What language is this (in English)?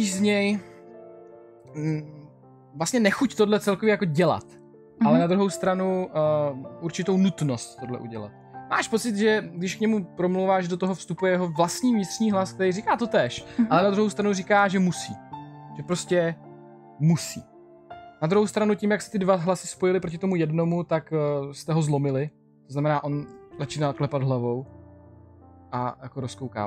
Czech